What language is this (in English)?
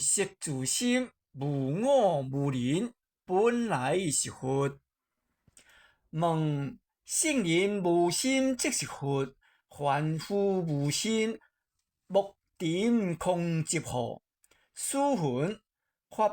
Min Nan Chinese